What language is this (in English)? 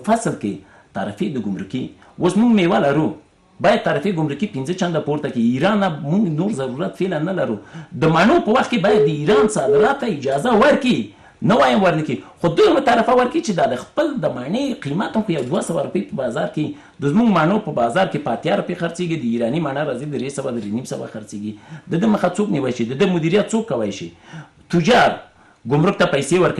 Pashto